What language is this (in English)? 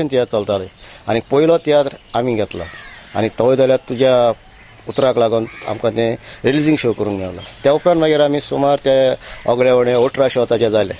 Konkani